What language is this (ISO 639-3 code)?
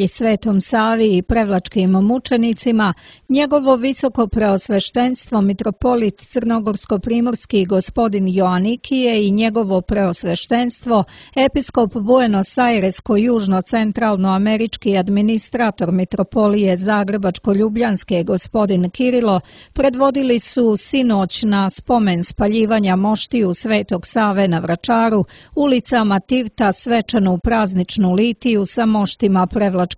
srp